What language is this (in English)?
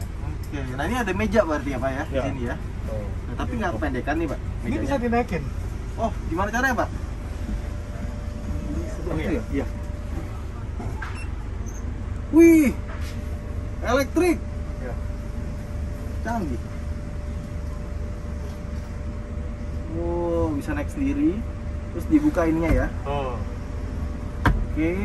Indonesian